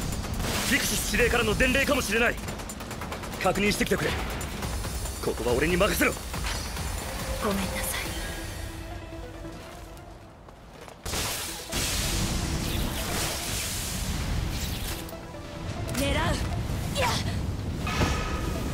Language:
Japanese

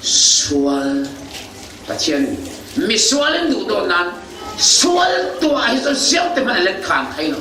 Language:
Falam Chin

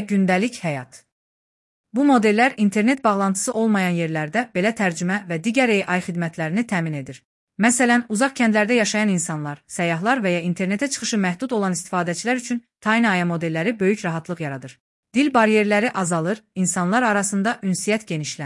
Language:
Azerbaijani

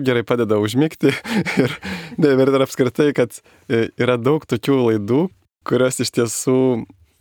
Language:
Lithuanian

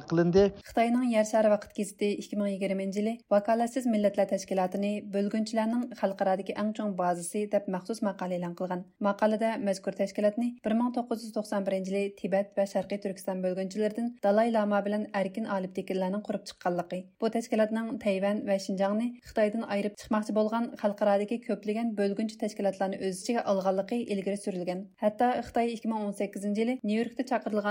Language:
Uyghur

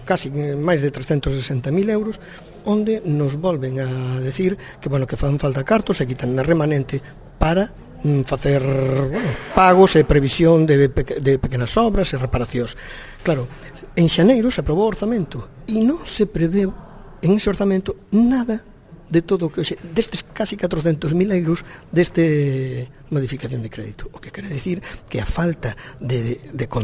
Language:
Galician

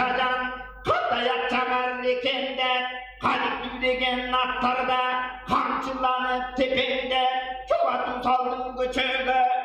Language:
Tuvinian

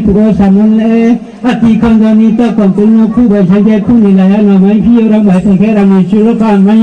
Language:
Riang (India)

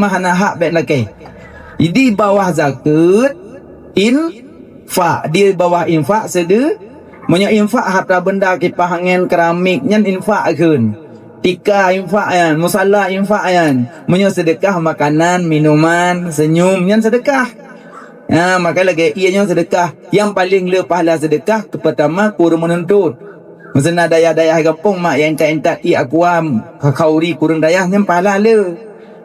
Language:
Achinese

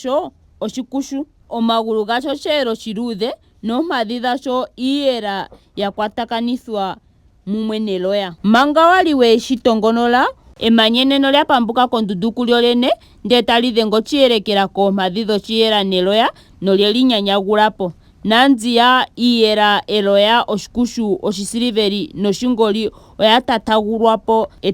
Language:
Ndonga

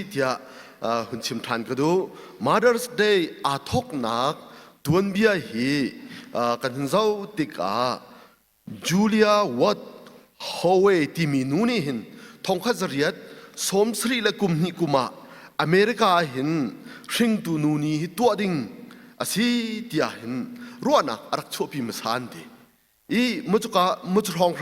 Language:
Hakha Chin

